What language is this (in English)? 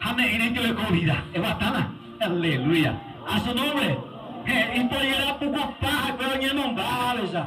Guarani